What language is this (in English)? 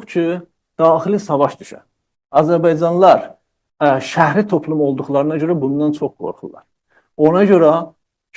South Azerbaijani